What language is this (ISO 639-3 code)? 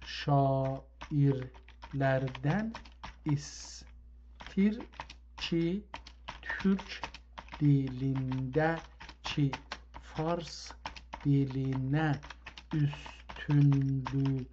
azb